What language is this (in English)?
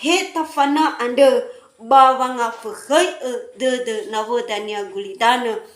Nias